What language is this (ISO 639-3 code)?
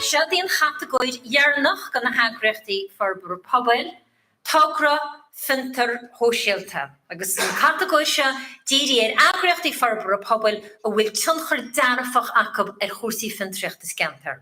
gle